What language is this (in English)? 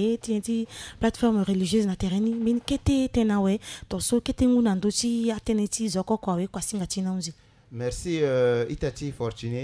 Sango